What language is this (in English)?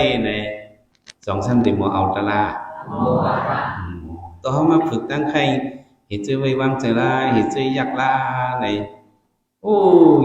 Shan